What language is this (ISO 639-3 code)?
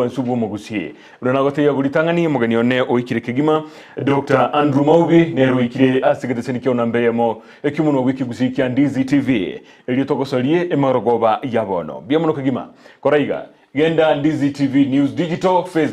guz